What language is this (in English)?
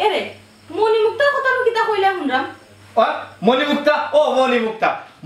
Sylheti